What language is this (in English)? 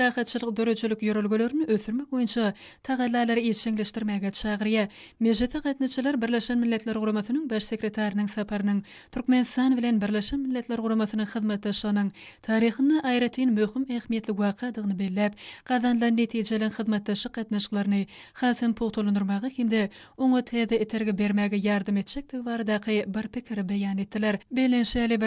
Turkmen